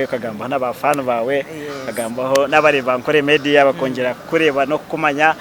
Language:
Nyankole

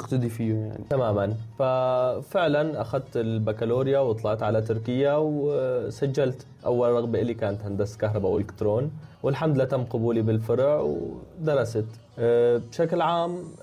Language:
North Levantine Arabic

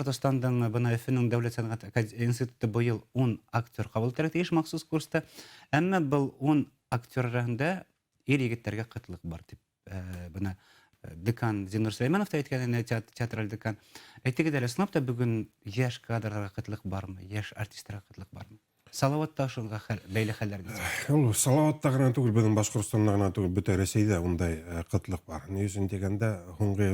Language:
Bashkir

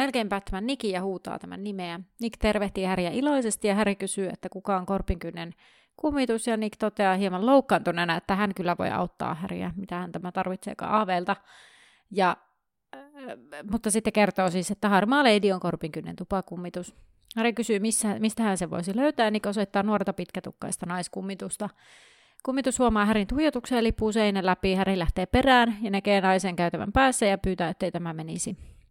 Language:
Finnish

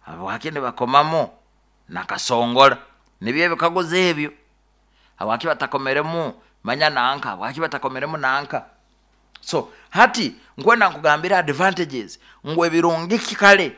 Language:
Nyoro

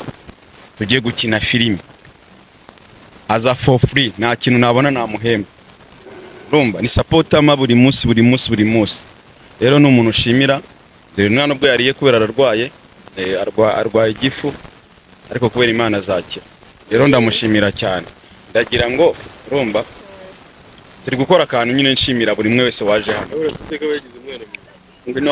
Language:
Kinyarwanda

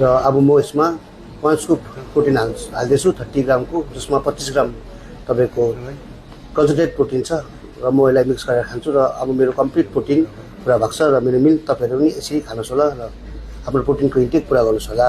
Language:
Nepali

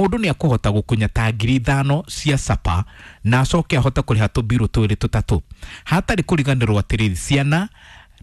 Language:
Kikuyu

